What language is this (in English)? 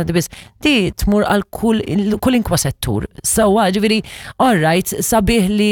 Maltese